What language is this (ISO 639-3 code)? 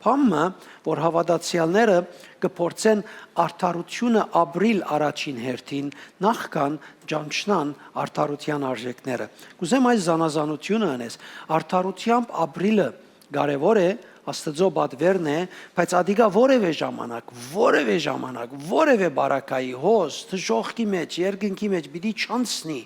hyw